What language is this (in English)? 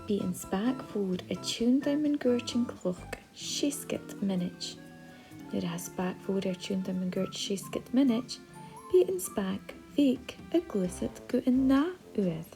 Scottish Gaelic